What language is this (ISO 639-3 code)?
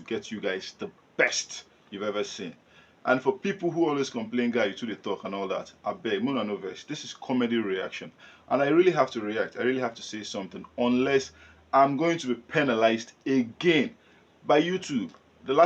pcm